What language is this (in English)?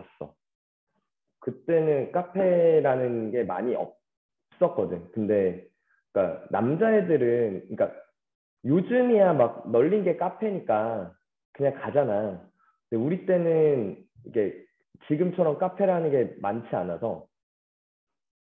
Korean